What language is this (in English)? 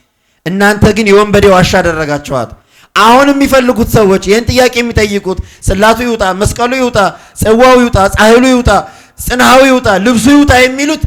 Amharic